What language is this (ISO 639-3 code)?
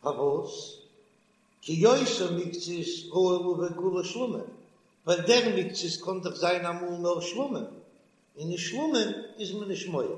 yid